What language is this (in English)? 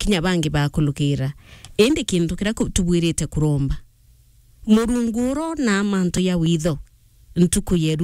Meru